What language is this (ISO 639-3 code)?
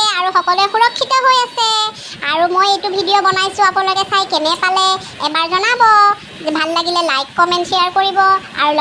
asm